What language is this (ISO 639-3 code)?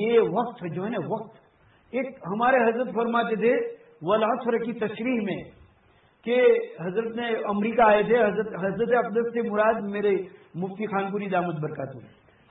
urd